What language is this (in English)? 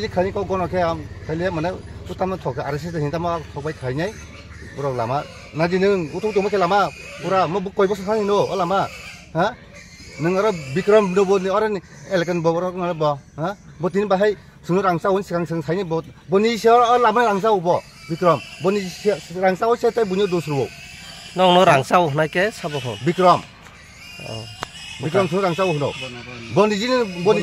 Kok Borok